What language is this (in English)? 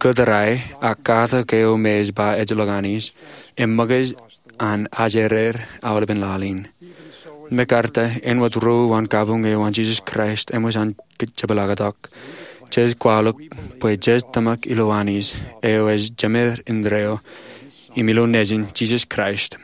Marshallese